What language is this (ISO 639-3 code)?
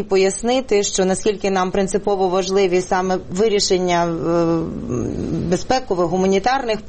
ukr